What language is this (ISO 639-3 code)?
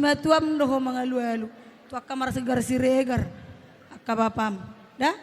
bbc